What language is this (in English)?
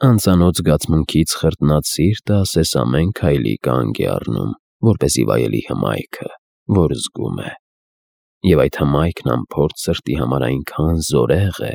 Armenian